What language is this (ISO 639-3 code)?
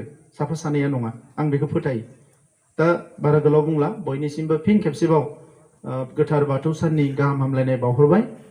brx